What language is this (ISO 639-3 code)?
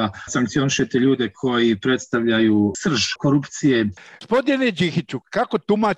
bos